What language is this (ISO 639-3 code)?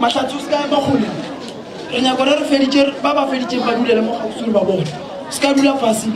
nso